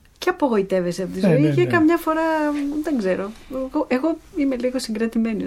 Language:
Greek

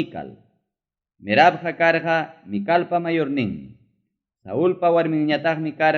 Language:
Ayacucho Quechua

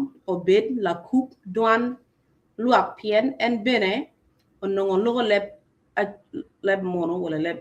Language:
Acoli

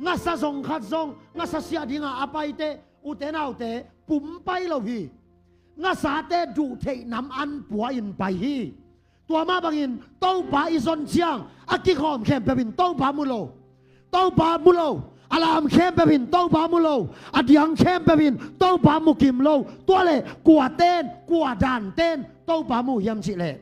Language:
Tedim Chin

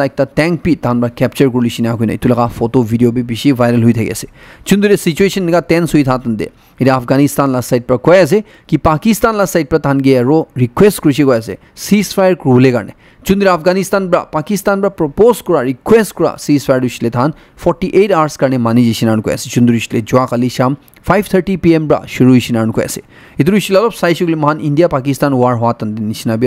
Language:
Naga Pidgin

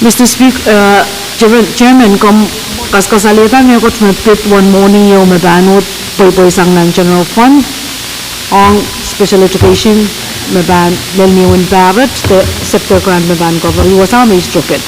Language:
Pohnpeian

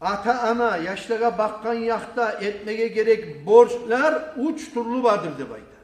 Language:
Kumyk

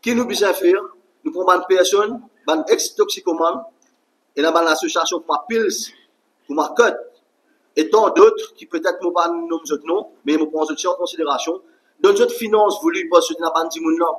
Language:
Morisyen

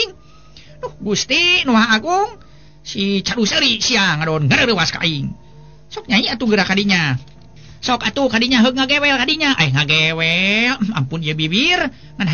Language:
Sundanese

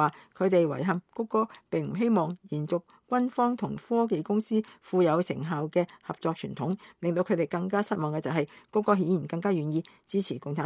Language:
Cantonese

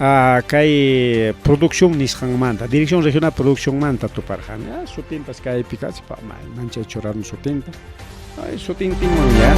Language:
Ayacucho Quechua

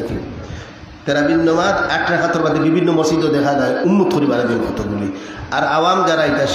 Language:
Sylheti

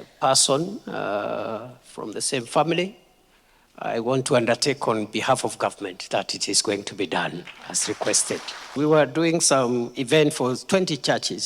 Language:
Kamba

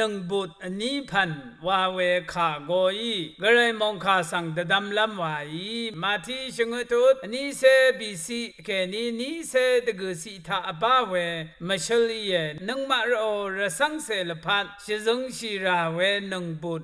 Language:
Rawang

